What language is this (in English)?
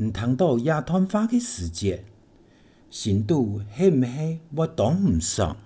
Hakka Chinese